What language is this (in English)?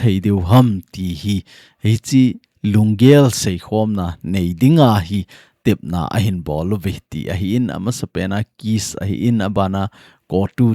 Thado Chin